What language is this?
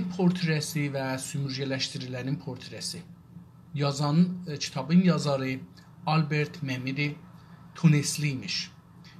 South Azerbaijani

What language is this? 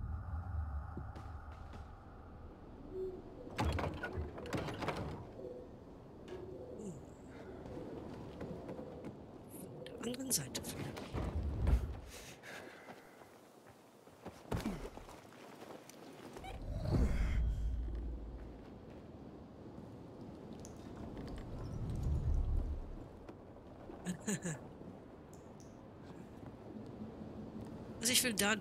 German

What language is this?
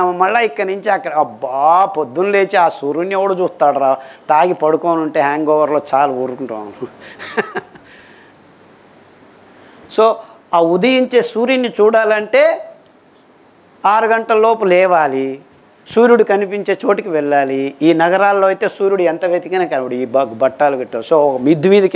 Telugu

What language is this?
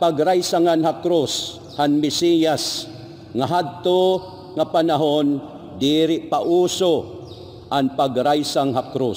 Waray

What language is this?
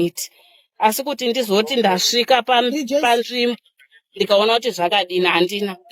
Shona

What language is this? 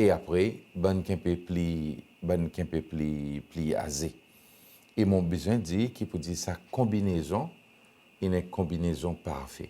Seselwa Creole French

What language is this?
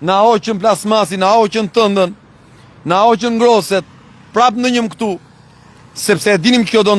Albanian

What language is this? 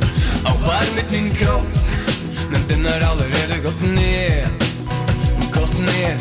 Norwegian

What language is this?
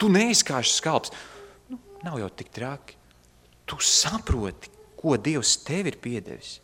Latvian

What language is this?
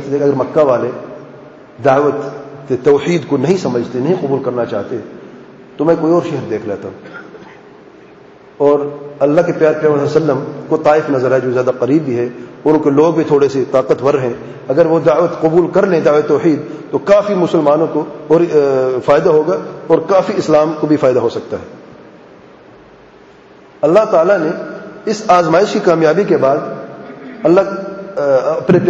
Urdu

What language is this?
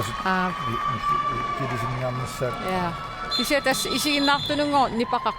Kalaallisut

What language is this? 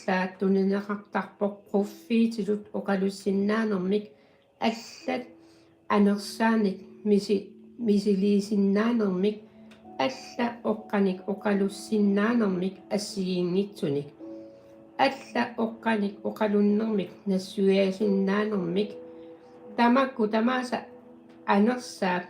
Kalaallisut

